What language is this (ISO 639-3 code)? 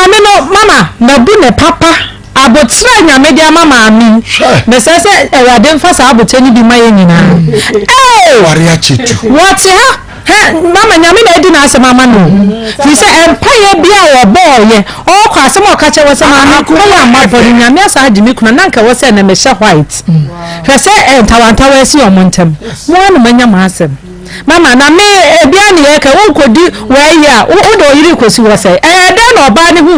aka